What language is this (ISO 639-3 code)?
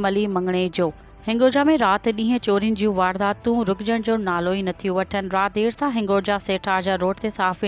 snd